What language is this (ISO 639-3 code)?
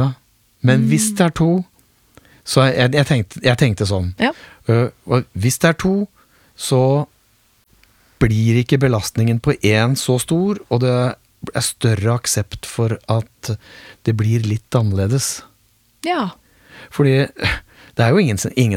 nor